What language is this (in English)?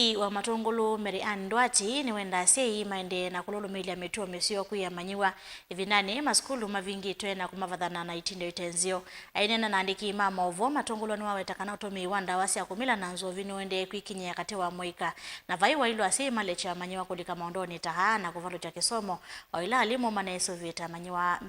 Kamba